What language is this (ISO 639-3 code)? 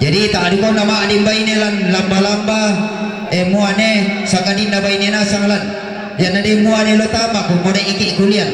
sda